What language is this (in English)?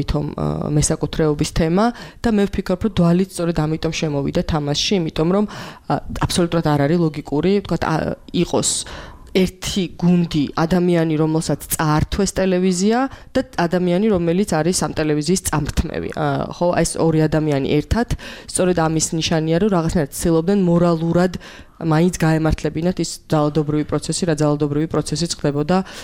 Georgian